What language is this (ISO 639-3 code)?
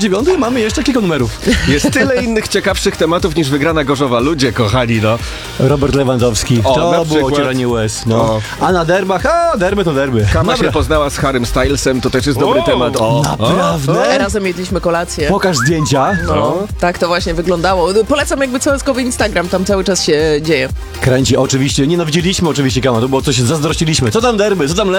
pol